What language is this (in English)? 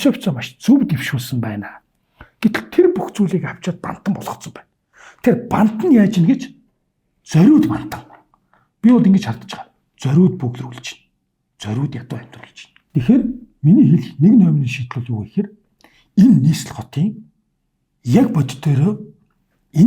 Mongolian